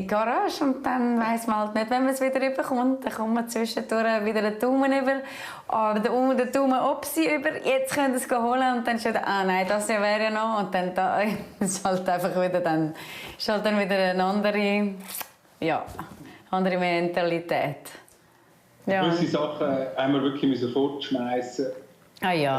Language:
Swiss German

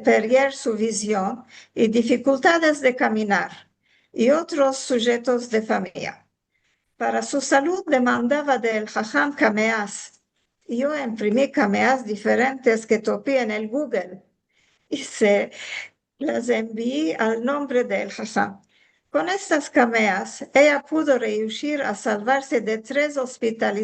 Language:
Ladino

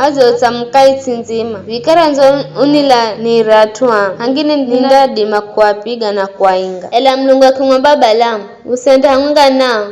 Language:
Giryama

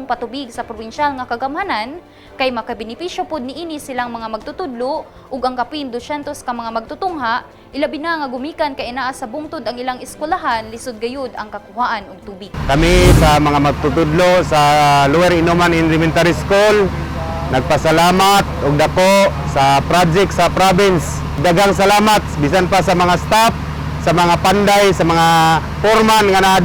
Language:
Cebuano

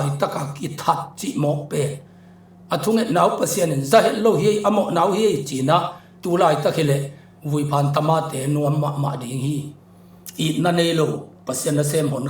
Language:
Tedim Chin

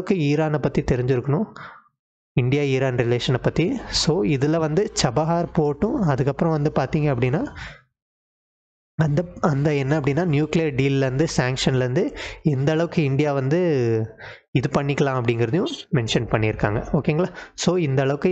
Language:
Tamil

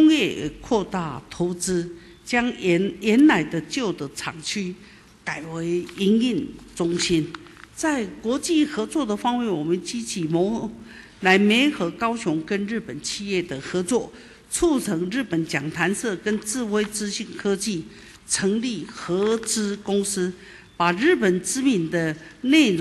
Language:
Chinese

